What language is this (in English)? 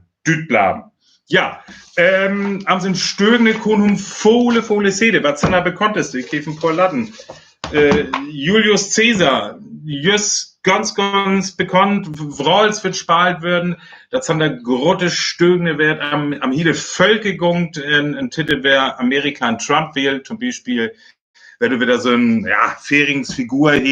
Northern Frisian